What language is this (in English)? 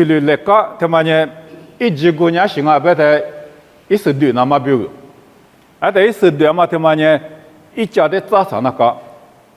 Lisu